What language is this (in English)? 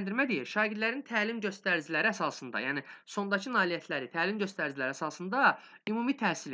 Azerbaijani